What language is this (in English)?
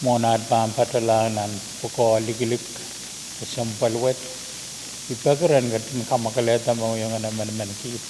Pohnpeian